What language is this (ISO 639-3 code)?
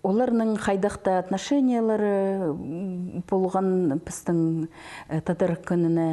kjh